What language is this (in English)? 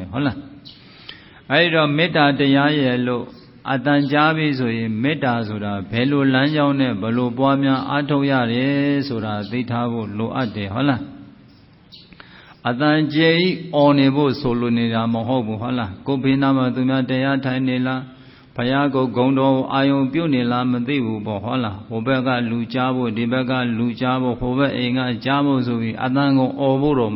Burmese